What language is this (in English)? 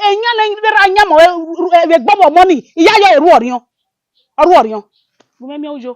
Bini